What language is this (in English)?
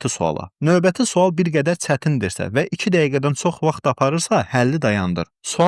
Azerbaijani